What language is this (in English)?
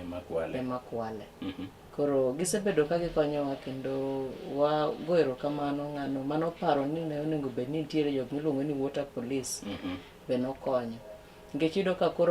Luo (Kenya and Tanzania)